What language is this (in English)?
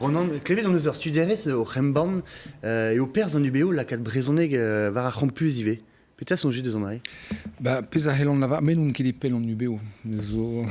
Breton